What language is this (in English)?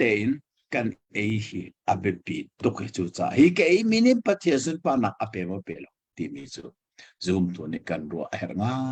Hakha Chin